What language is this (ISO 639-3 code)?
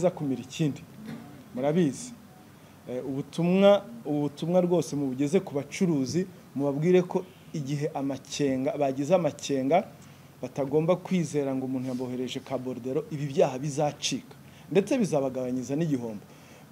kin